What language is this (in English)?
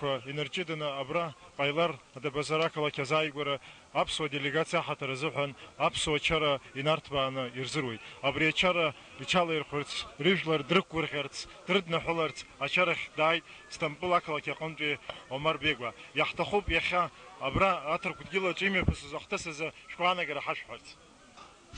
Abkhazian